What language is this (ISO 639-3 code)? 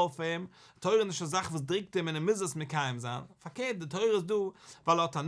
yid